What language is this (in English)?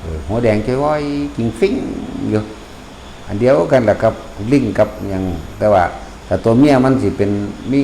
Northeastern Thai